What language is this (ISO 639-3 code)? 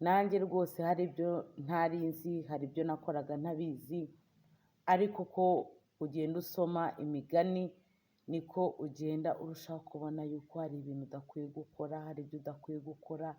kin